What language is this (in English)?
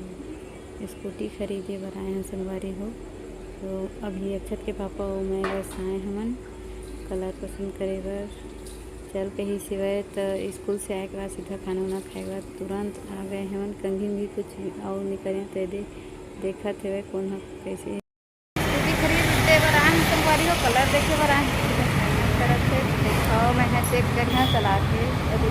Chhattisgarhi